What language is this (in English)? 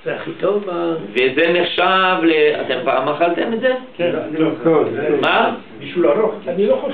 Hebrew